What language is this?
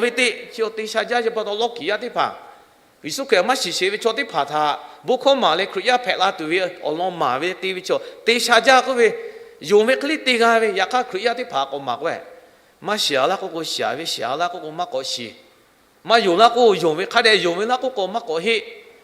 Lahu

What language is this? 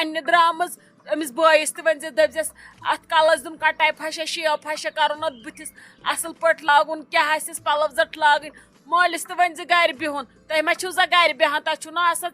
Kashmiri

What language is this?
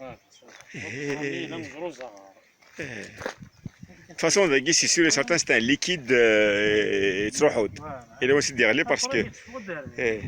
Kabyle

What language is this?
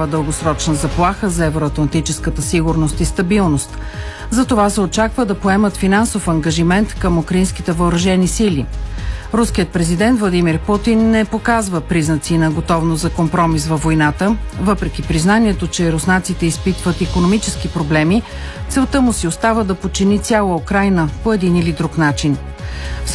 Bulgarian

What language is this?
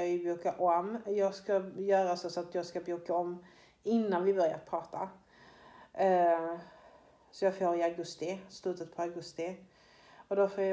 Swedish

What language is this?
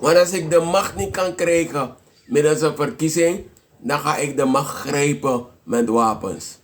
Sranan Tongo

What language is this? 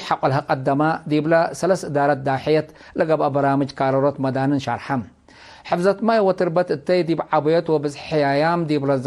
Tigre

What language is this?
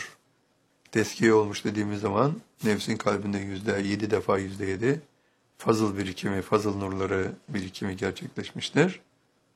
Turkish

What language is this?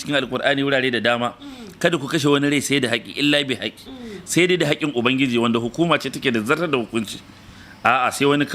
Hausa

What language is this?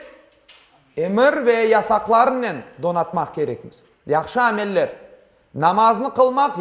Crimean Tatar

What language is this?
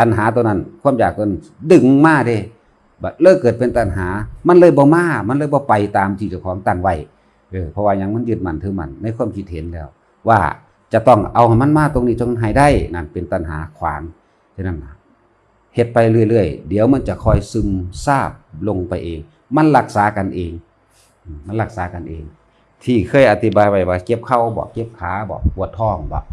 Northeastern Thai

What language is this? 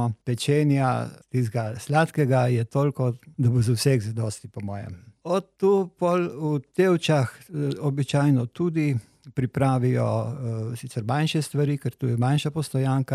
Slovenian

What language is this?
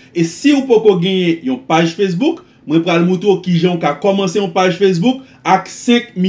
Haitian Creole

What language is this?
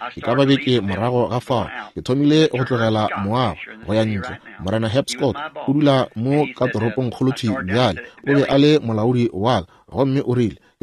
Northern Sotho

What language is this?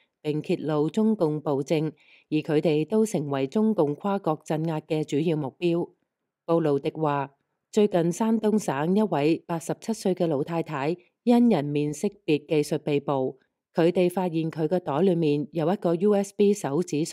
Cantonese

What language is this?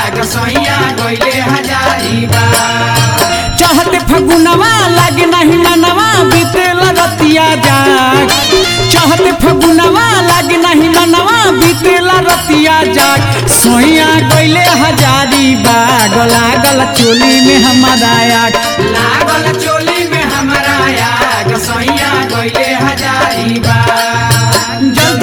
Bhojpuri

